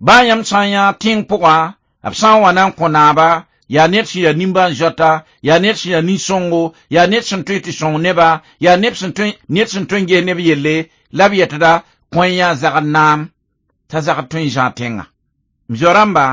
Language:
Mossi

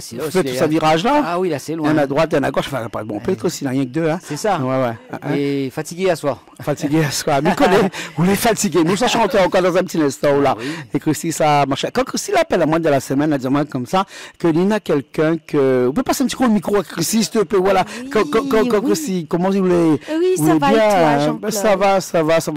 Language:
Réunion Creole French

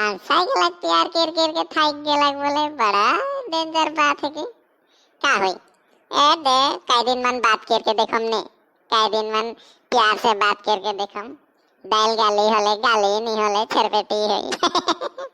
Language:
Sadri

